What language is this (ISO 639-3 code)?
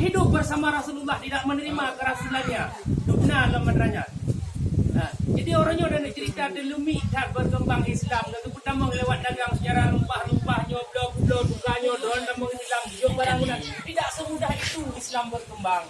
ace